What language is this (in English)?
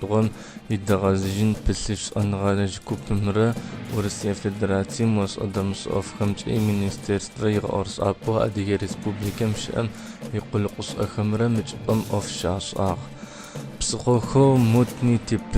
Adyghe